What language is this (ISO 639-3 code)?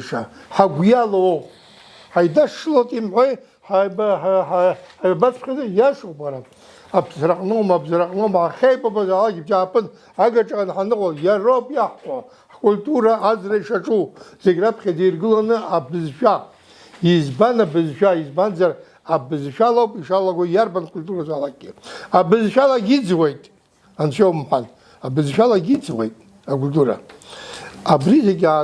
abk